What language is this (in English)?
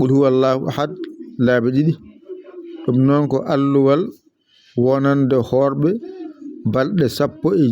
Fula